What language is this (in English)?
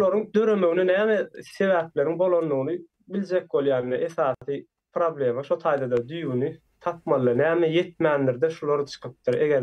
Turkmen